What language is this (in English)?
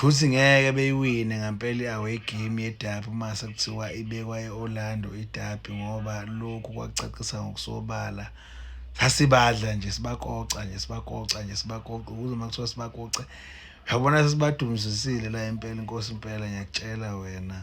Zulu